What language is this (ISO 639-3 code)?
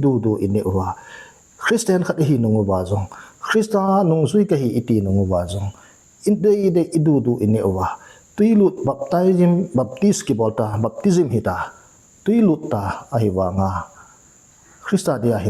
tcz